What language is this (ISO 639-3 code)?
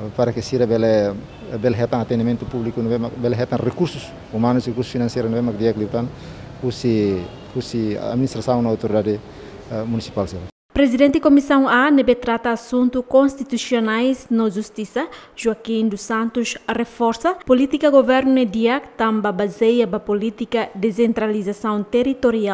tet